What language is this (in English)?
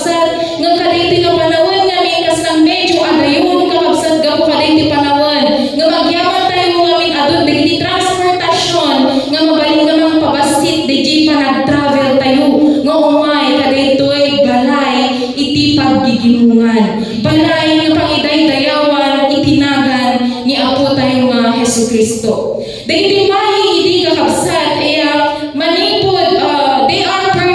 Iloko